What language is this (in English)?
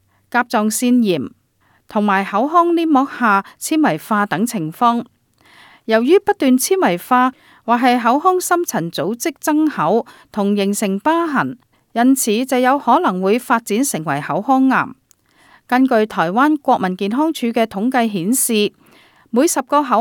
Cantonese